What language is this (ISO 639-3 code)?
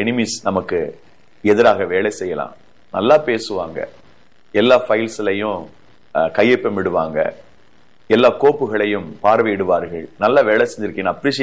tam